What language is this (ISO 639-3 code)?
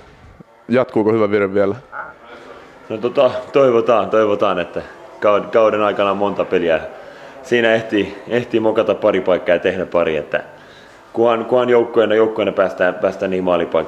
fin